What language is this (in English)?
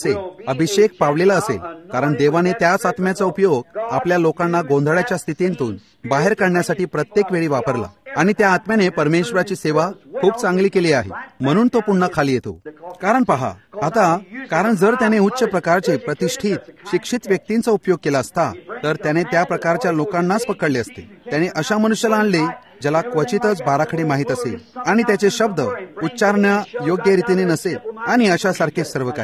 Marathi